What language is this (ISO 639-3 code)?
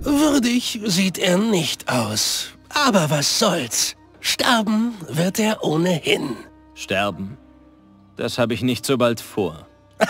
bar